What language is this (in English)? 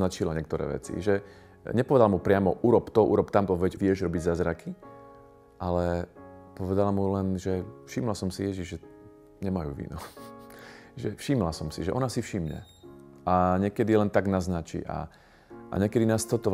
Slovak